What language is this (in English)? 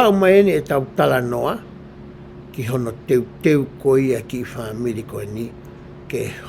Tongan